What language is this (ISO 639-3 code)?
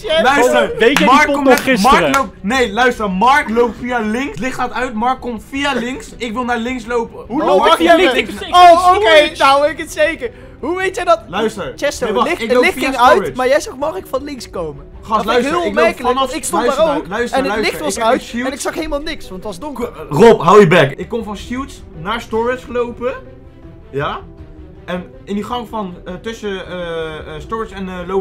nld